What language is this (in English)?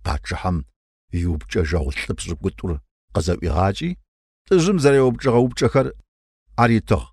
Kabardian